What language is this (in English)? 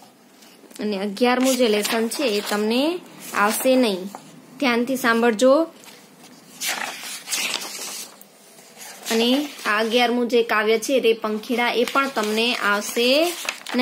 Gujarati